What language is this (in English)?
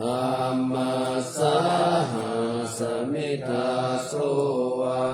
Pali